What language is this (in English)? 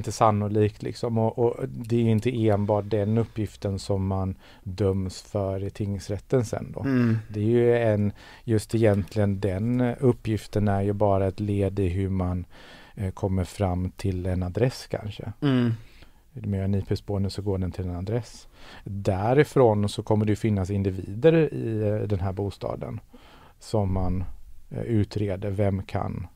Swedish